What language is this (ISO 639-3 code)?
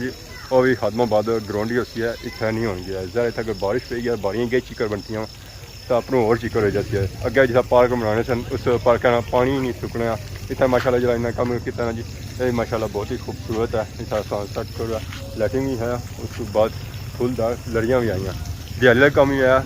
phr